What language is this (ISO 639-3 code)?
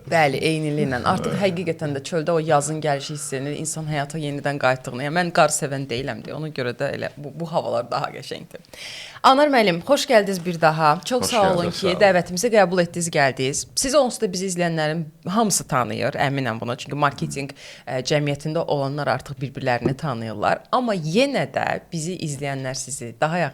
aze